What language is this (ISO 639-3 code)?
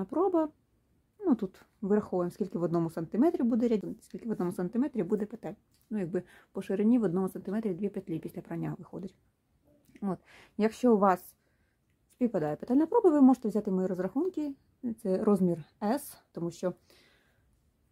ukr